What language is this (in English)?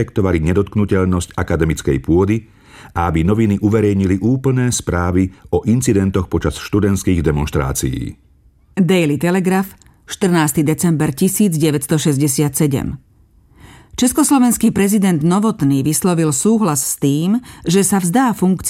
Slovak